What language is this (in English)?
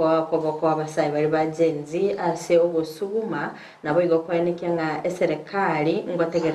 Gusii